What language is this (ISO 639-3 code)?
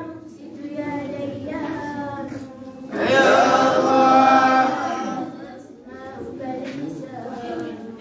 ara